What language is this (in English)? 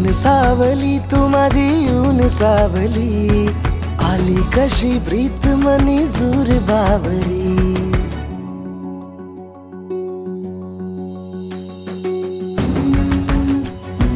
Marathi